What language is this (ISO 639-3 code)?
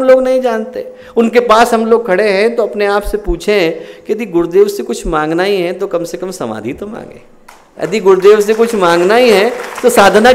hin